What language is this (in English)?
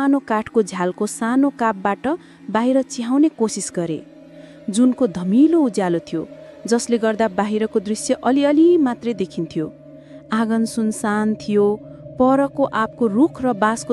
Nepali